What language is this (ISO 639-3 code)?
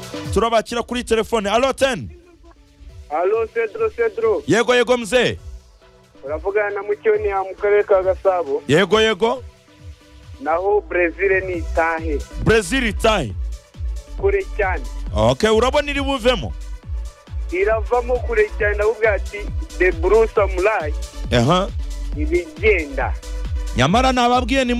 kin